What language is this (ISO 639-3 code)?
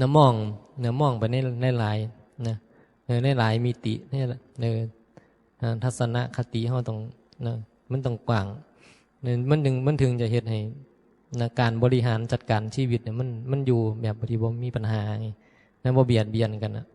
tts